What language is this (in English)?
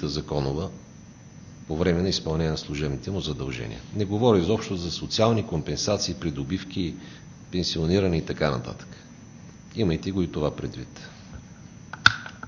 Bulgarian